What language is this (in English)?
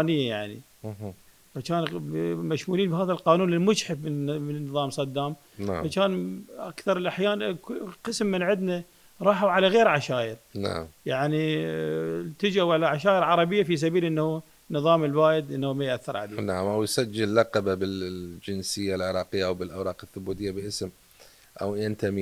Mesopotamian Arabic